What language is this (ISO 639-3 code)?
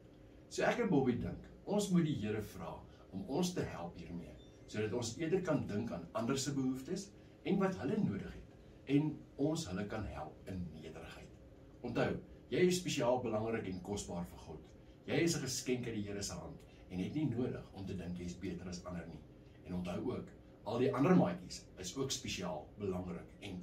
afr